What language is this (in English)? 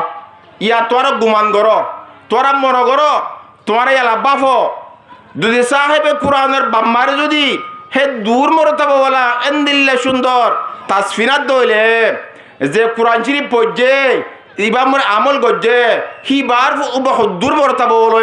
Rohingya